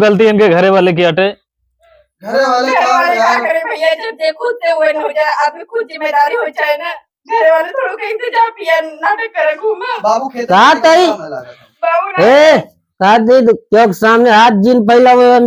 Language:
Awadhi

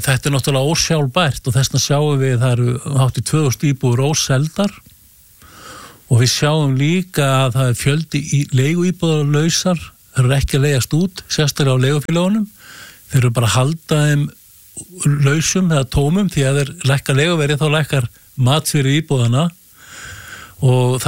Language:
Icelandic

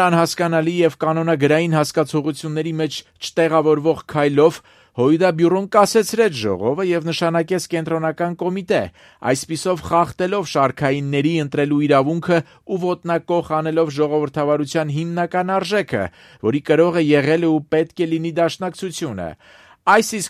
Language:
Armenian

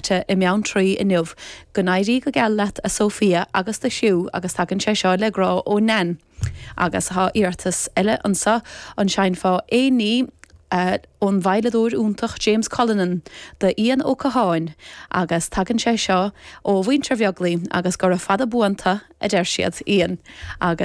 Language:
Irish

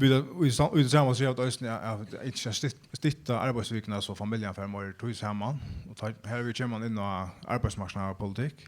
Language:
Faroese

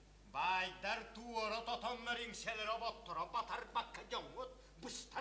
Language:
Yakut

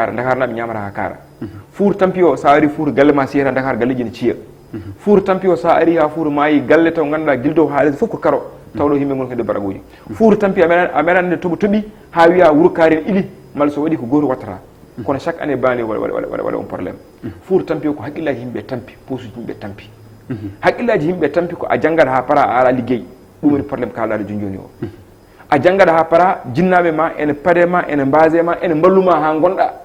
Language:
Fula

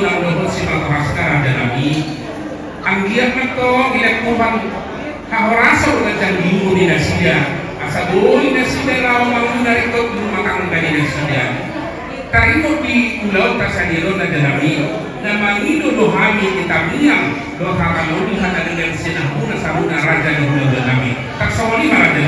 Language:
Batak Toba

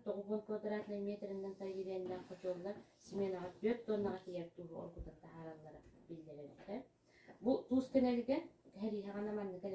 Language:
Yakut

